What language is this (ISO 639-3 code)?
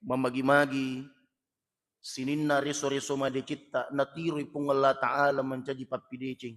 bug